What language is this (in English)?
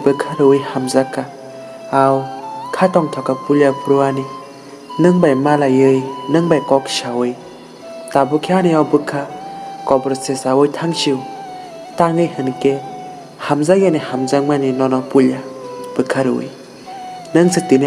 Kok Borok